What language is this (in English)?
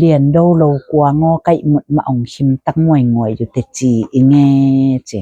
Tedim Chin